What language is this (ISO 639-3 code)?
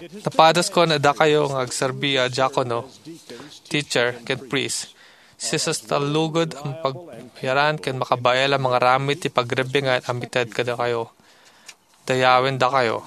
ilo